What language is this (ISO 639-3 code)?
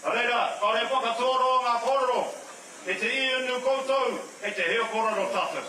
mri